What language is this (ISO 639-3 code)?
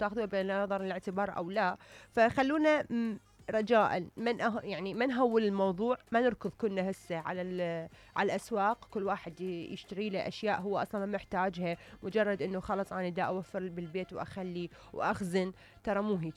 acm